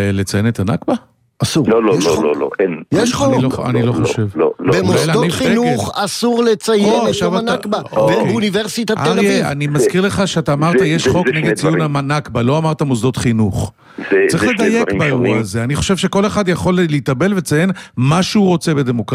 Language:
Hebrew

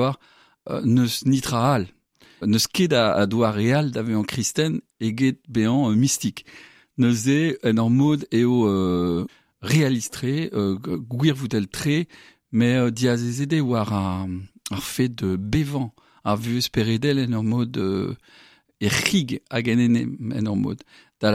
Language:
Breton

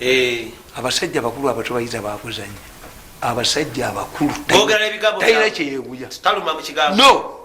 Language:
Ganda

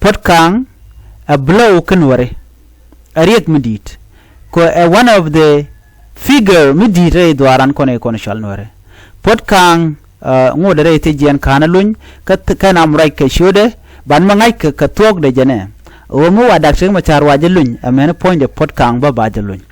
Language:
Nuer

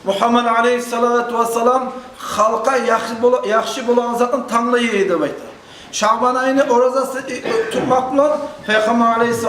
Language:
Kumyk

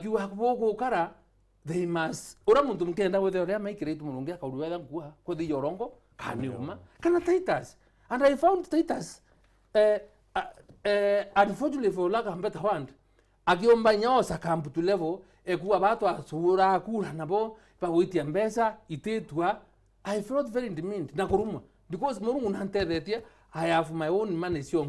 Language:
Meru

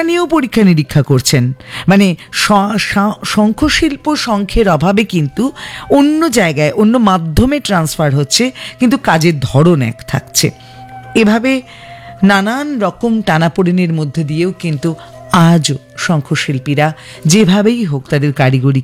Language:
Bangla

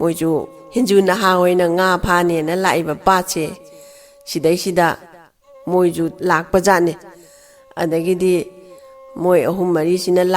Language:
Manipuri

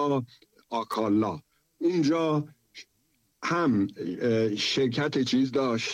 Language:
Persian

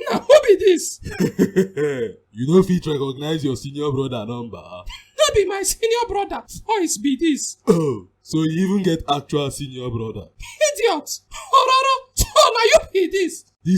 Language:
Nigerian Pidgin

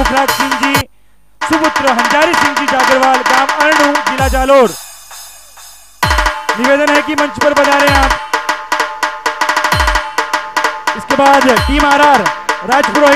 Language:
Hindi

